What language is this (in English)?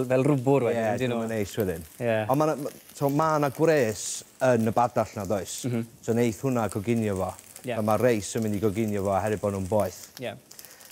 Welsh